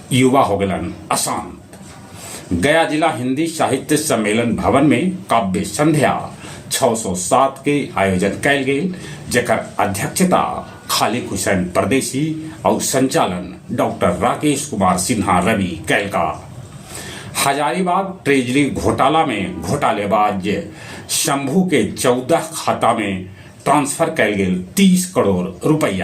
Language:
Magahi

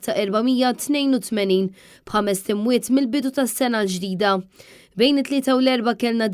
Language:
Maltese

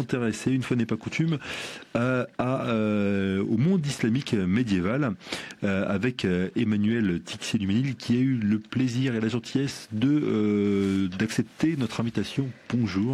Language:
French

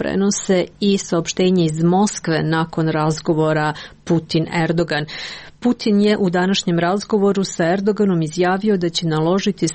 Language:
Serbian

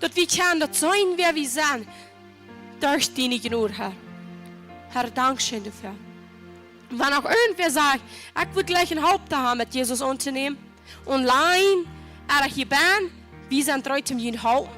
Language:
Plautdietsch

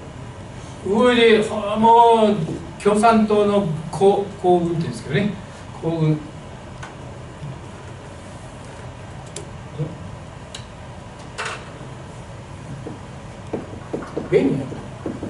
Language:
Japanese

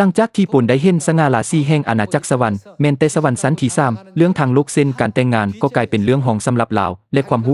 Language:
Lao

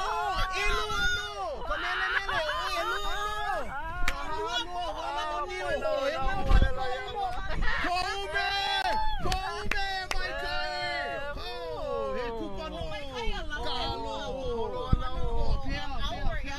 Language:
Hawaiian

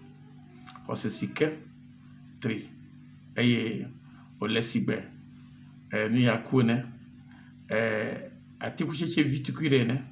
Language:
Ewe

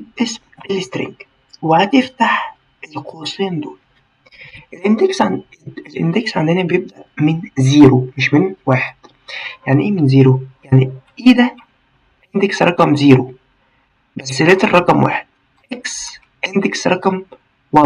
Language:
Egyptian Arabic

